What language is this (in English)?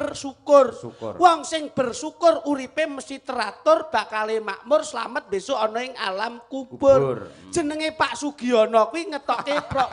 Javanese